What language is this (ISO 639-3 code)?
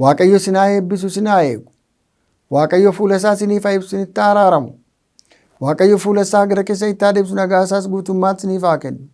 orm